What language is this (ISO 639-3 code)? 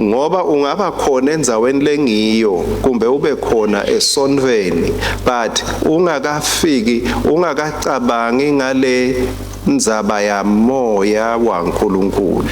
ssw